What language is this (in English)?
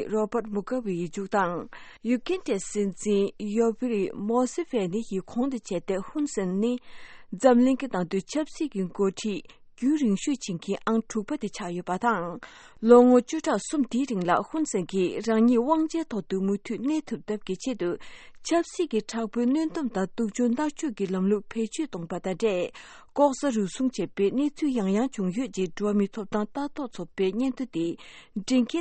Tibetan